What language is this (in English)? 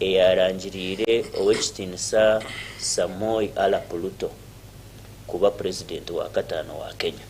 Nyankole